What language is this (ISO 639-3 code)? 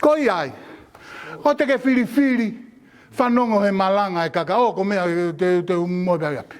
ton